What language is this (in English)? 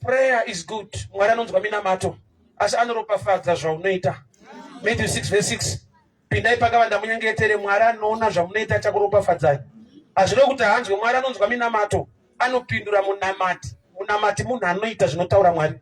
Shona